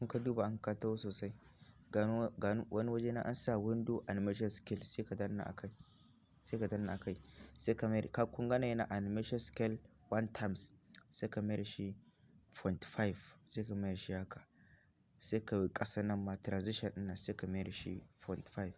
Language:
Hausa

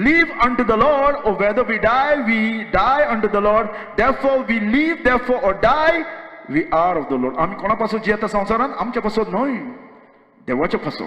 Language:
Konkani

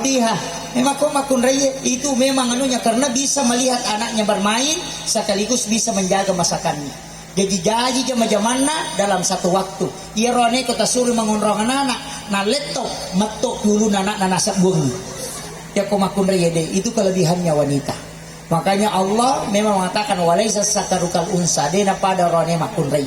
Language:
Buginese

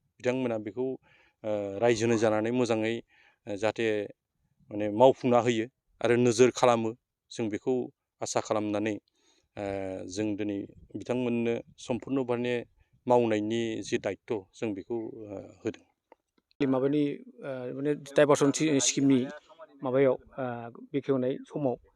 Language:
Bodo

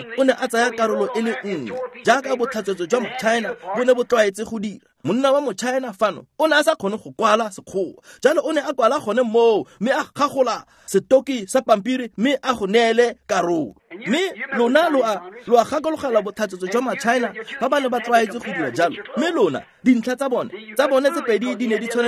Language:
Tswana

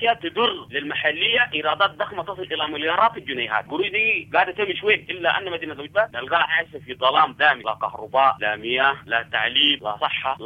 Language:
Sudanese Arabic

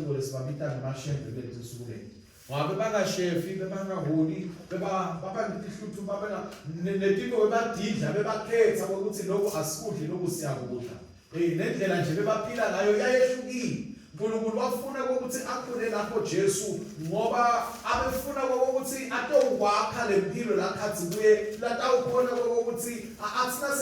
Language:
Swati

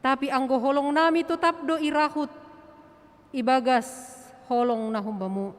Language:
Batak Simalungun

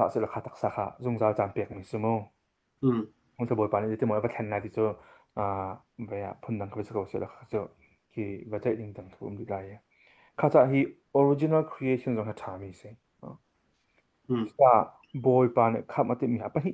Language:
Hakha Chin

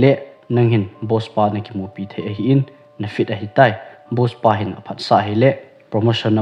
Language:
Thado Chin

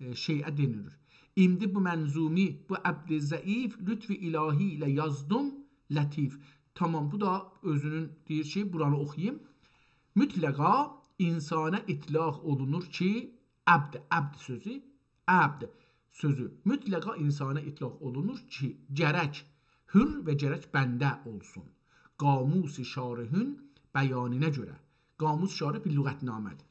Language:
South Azerbaijani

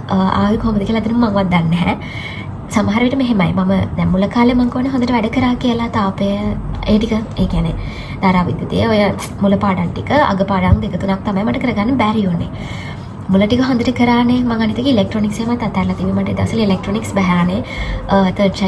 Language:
Sinhala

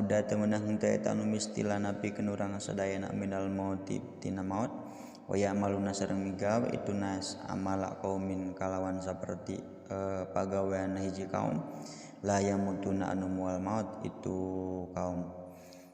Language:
Sundanese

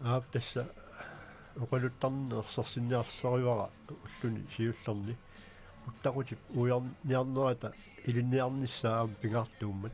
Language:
Kalaallisut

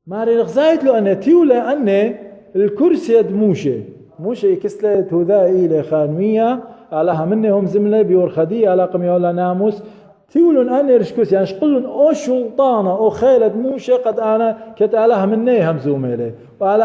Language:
Assyrian Neo-Aramaic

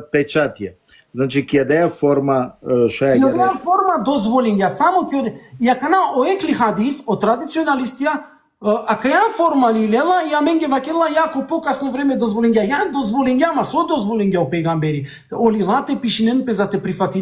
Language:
Balkan Romani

